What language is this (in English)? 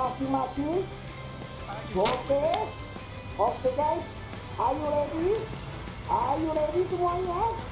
Indonesian